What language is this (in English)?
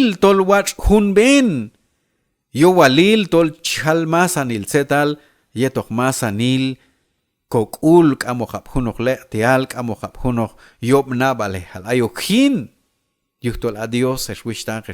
Q'anjob'al